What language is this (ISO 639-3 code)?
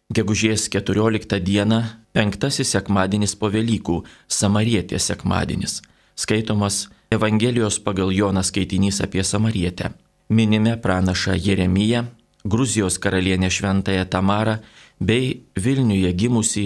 lit